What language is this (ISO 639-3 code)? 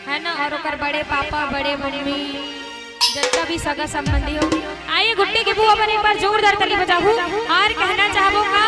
hne